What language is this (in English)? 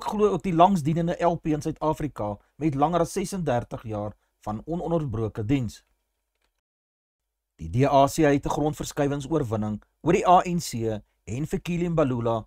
Afrikaans